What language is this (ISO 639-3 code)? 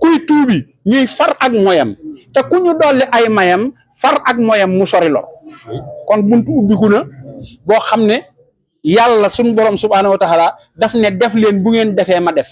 wol